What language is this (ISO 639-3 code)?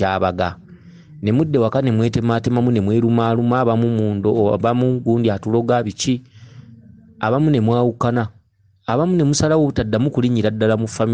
lug